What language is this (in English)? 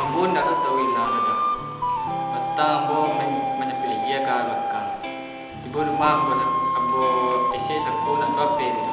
Minangkabau